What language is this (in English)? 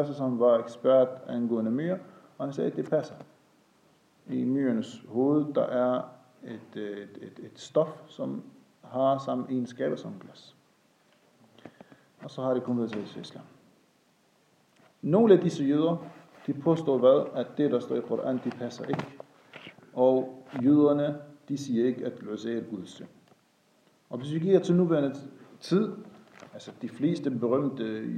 Danish